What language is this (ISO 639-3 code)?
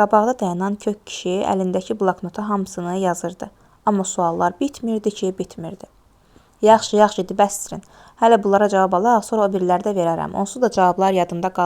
aze